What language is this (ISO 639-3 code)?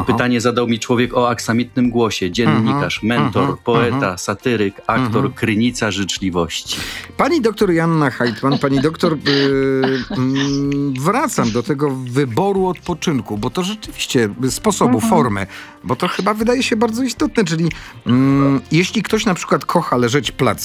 pol